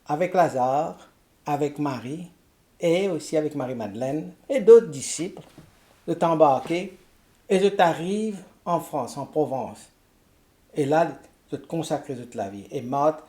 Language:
Morisyen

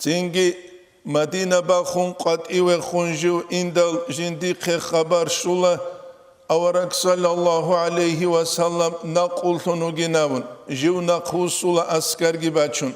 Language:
Avaric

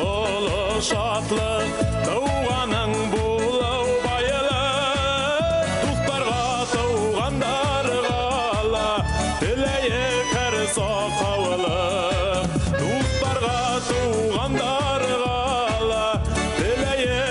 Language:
Bashkir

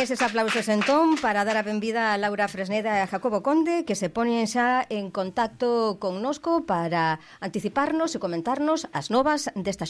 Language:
Galician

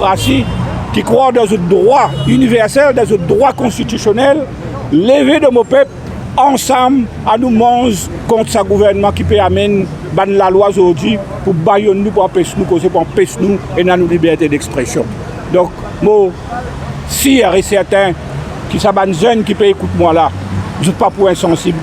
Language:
Morisyen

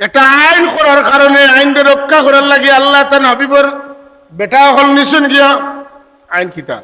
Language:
Sylheti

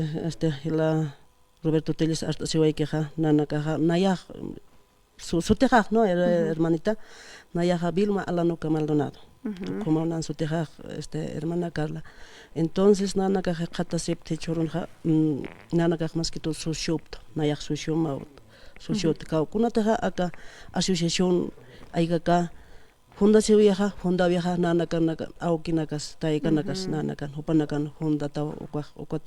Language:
Aymara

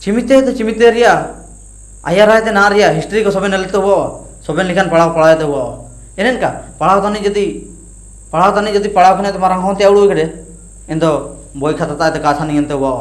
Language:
Ho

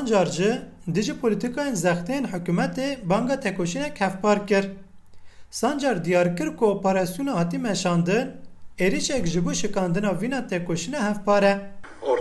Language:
Kurdish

